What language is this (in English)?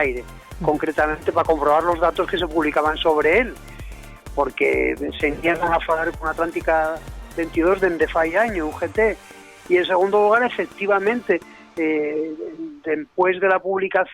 Asturian